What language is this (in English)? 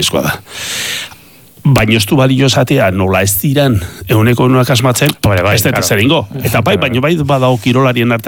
Basque